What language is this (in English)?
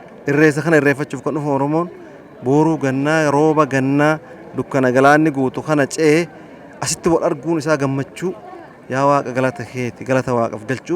Oromo